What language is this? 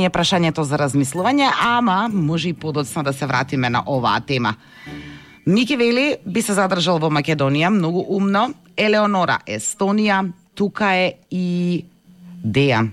Macedonian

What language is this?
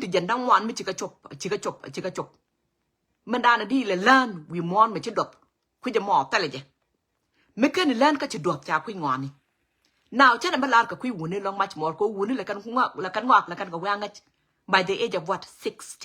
Nuer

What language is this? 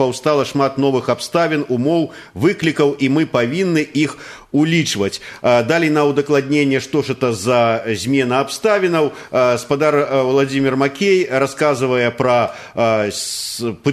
Belarusian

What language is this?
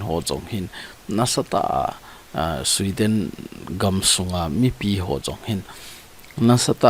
Thado Chin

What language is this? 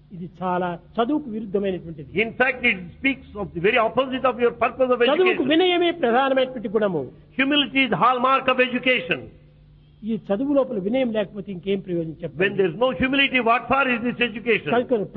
Telugu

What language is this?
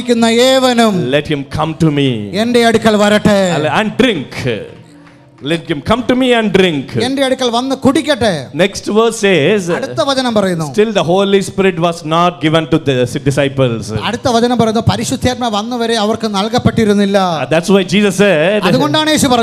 Malayalam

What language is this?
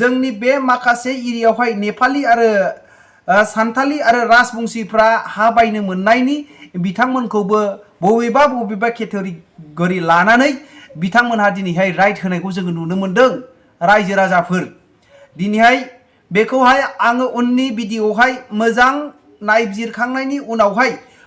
Bodo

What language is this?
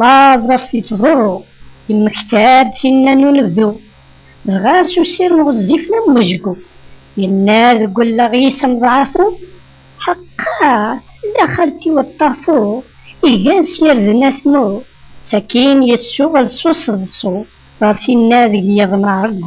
Kabyle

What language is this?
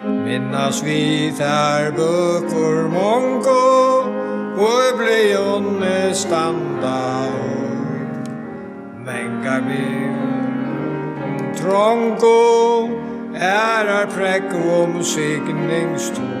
Faroese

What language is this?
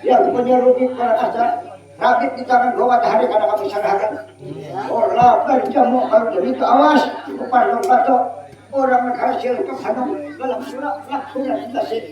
Banjar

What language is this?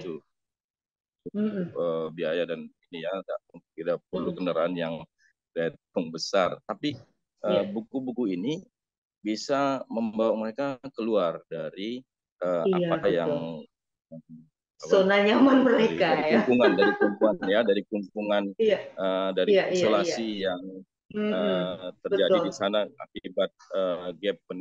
Indonesian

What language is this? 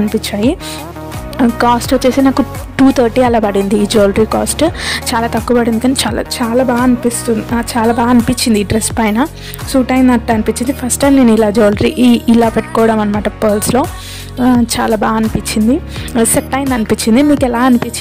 Telugu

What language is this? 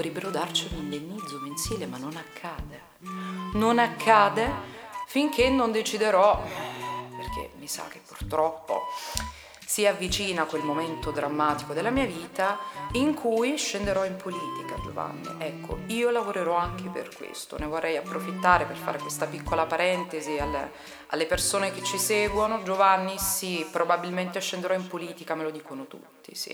Italian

